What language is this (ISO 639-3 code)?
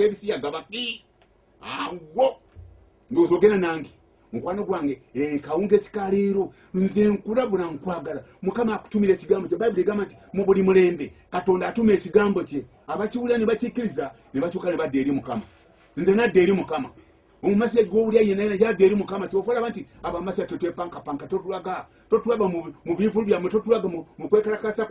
lug